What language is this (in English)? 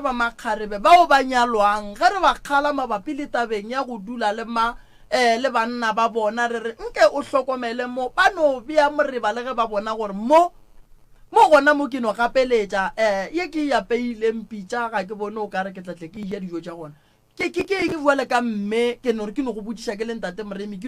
Northern Sotho